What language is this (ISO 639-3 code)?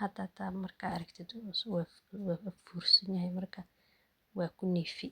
som